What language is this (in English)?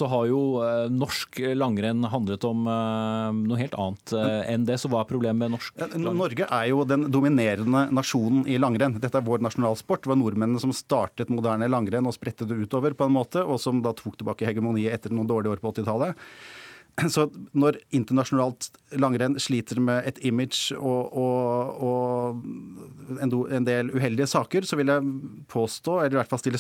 Norwegian